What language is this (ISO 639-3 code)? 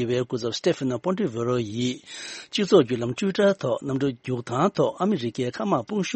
bod